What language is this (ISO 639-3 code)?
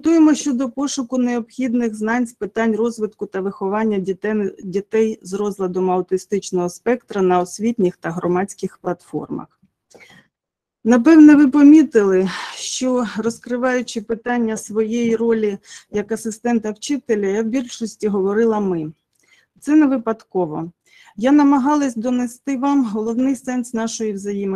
ukr